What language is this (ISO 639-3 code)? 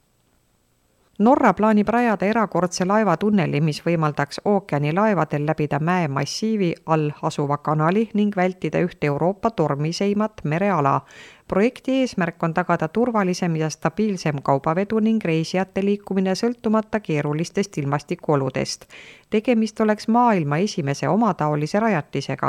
est